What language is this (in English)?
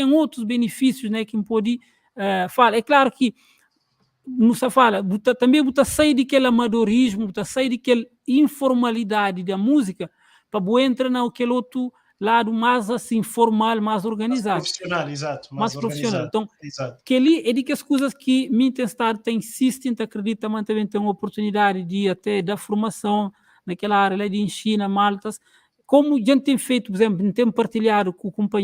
Kabuverdianu